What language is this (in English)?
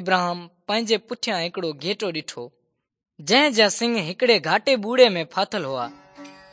Sindhi